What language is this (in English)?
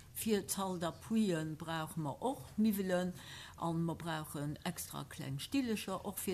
Luxembourgish